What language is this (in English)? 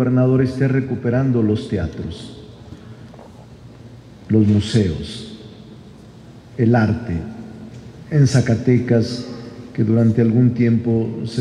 Spanish